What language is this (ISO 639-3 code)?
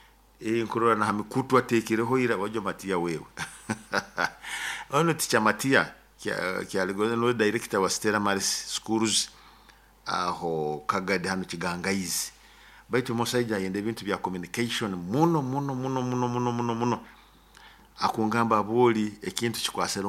nyo